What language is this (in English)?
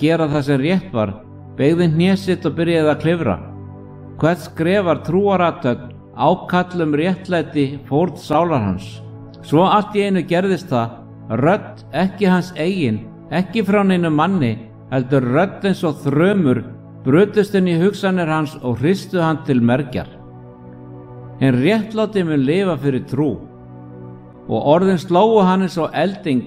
Icelandic